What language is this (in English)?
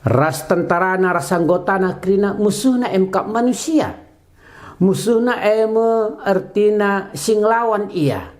Batak Karo